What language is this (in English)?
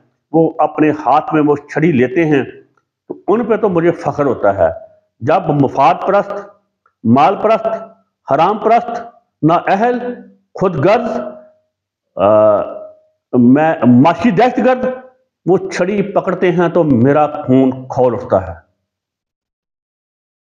Urdu